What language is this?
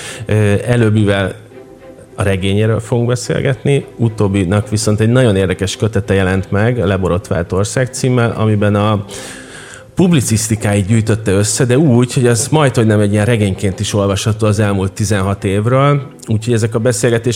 Hungarian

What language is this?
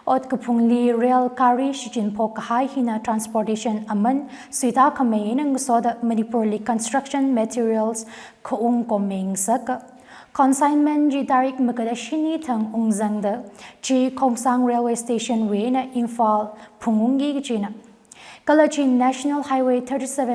Tangkhul Naga (India)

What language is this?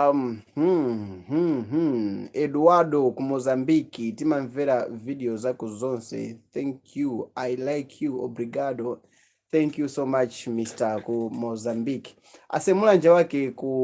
Nyanja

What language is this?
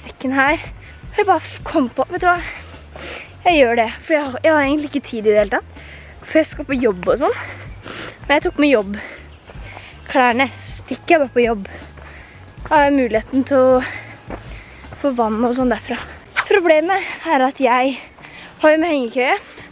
Norwegian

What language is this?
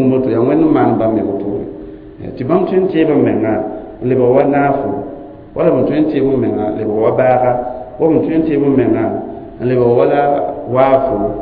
Mossi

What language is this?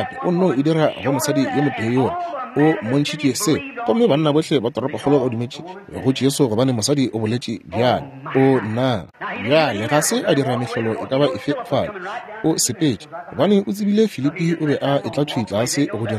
Northern Sotho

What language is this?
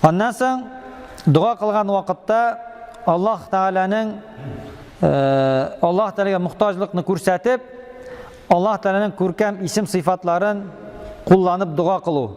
Tatar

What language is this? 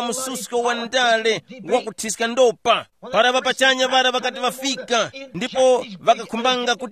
Tumbuka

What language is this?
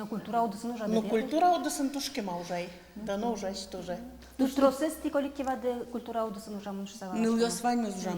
Udmurt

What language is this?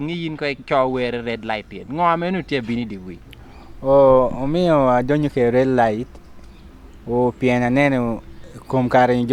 Lango (Uganda)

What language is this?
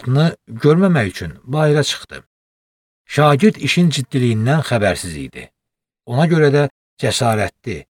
Azerbaijani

